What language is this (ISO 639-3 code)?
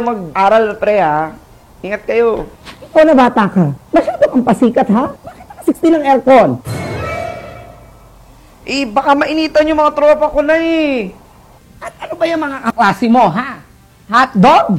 fil